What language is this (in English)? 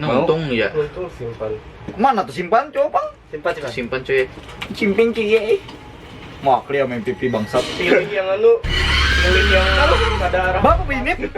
Banjar